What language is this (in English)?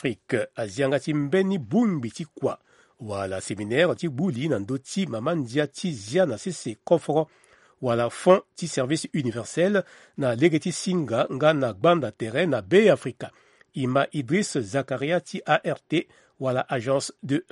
Sango